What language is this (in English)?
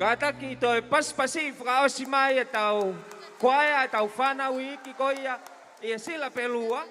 Tongan